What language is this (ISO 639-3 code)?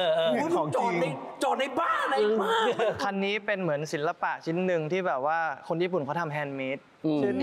tha